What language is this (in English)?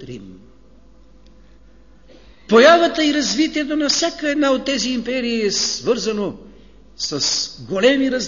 Bulgarian